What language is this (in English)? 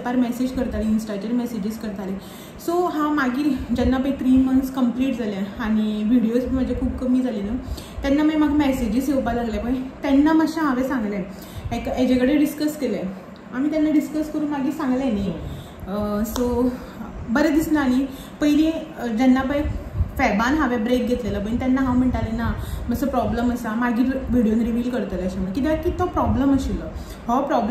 Konkani